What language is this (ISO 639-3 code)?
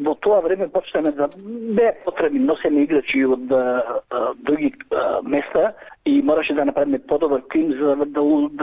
mkd